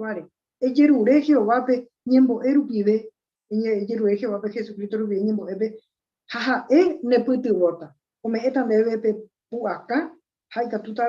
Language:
Guarani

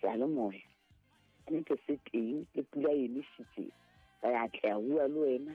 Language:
Southern Sotho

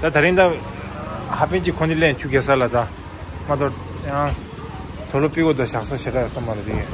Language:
Tibetan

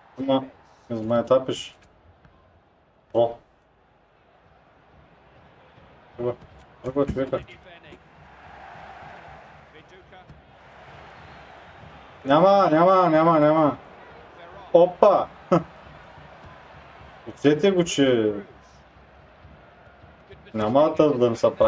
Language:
Bulgarian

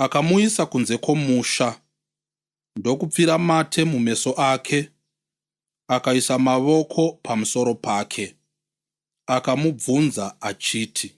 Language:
Shona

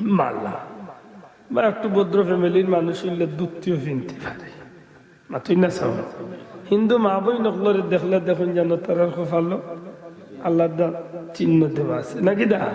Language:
Sylheti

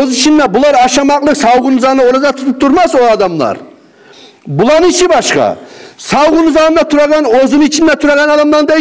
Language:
Kumyk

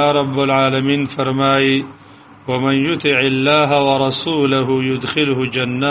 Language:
Pashto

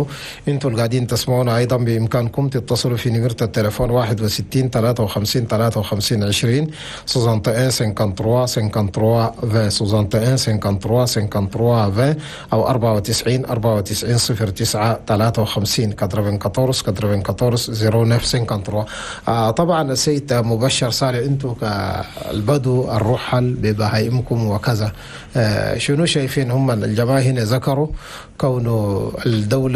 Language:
Chadian Arabic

